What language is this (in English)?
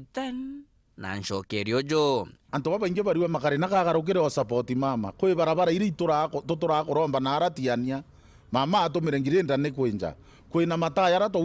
Meru